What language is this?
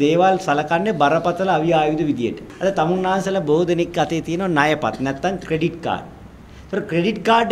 Sinhala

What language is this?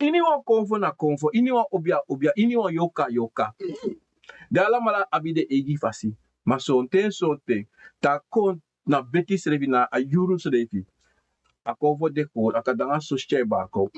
Sranan Tongo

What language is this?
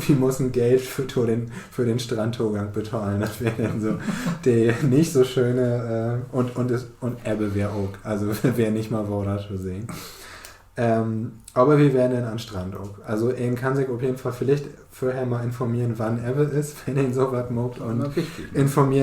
Low German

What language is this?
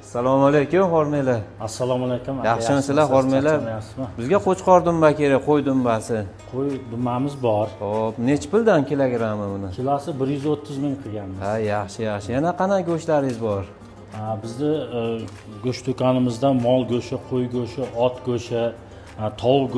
Uzbek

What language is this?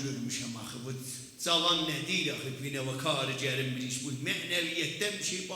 South Azerbaijani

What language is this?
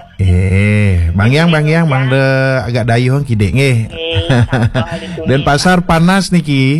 Balinese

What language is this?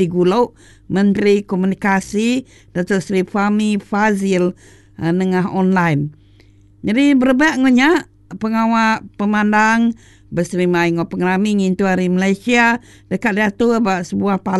Iban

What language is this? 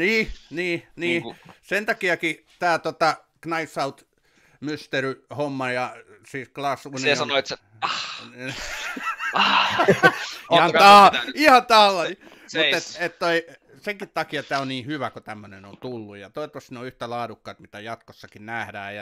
Finnish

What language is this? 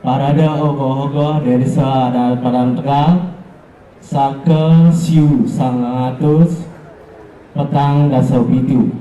Balinese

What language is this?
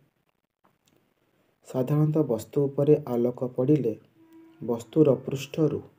Odia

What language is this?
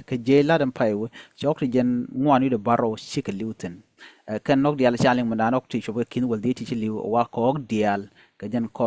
Nuer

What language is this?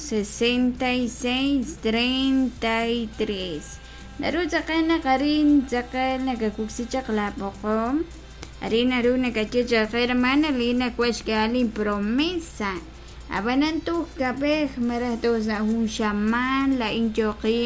Kekchí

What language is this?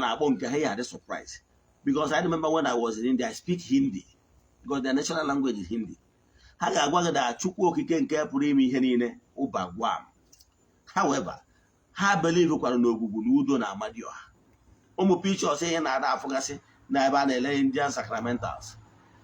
Igbo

